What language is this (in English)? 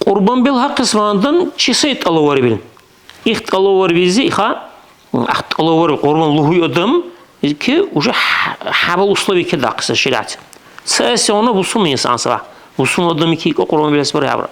Dargwa